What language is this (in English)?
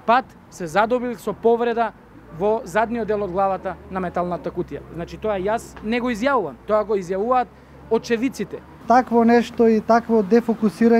Macedonian